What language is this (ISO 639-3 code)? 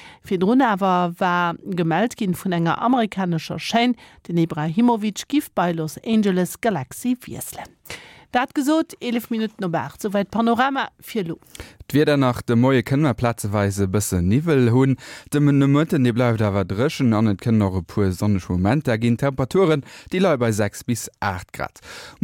ltz